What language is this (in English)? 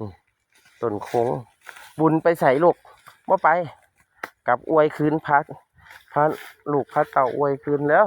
Northeastern Thai